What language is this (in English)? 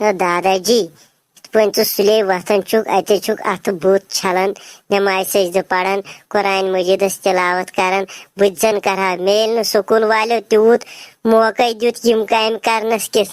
Kashmiri